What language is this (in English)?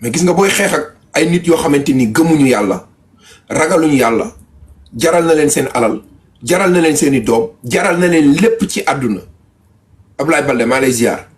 Wolof